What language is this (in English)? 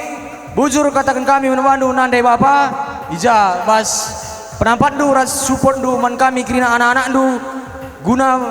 Batak Karo